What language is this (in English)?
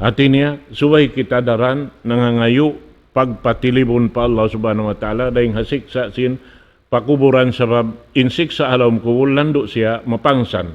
Tausug